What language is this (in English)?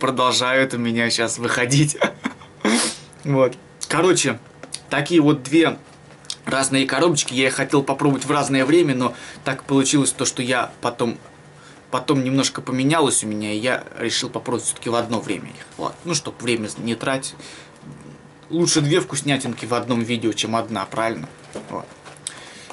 Russian